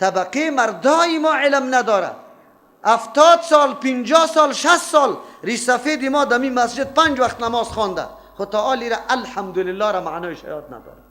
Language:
Persian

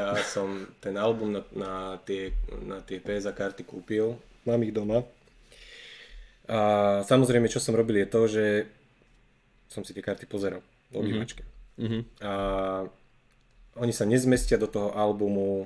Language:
Slovak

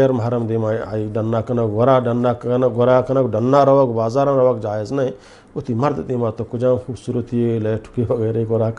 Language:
Eastern Balochi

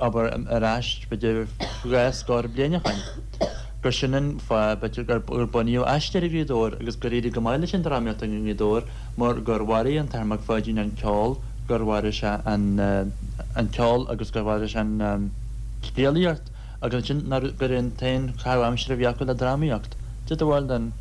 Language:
Irish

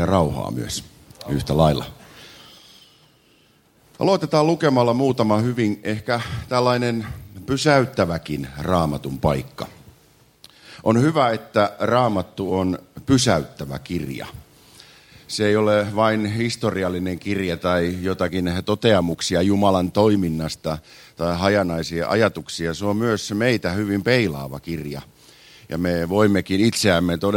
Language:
Finnish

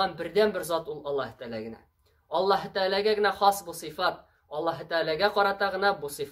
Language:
Tatar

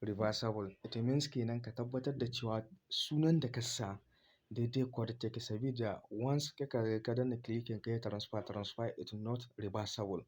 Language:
Hausa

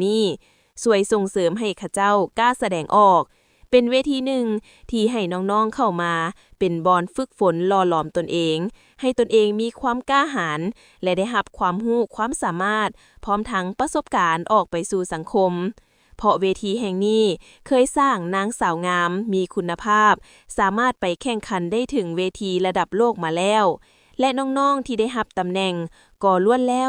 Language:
Lao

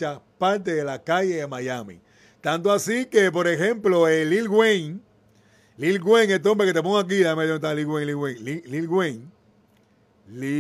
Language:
Spanish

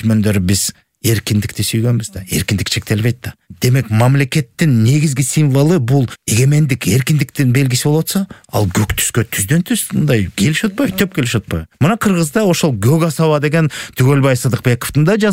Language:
Kyrgyz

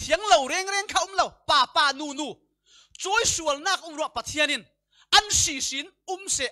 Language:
Falam Chin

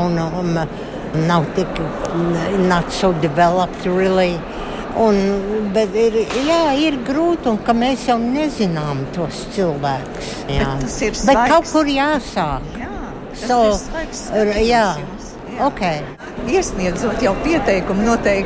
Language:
Latvian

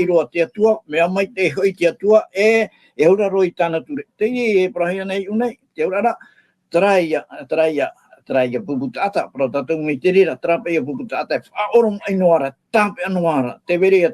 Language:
Tahitian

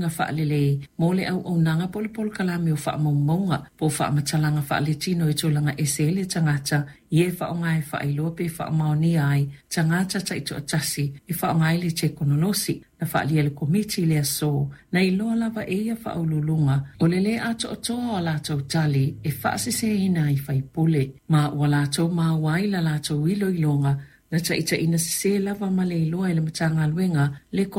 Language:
Samoan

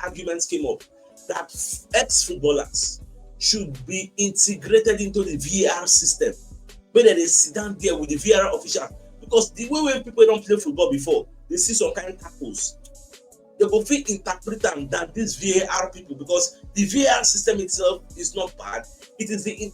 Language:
Nigerian Pidgin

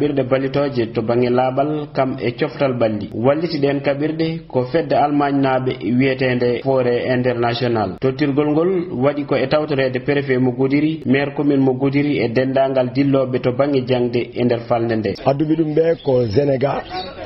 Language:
Fula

